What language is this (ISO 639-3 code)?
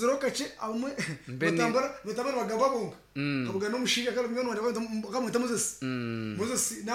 nyn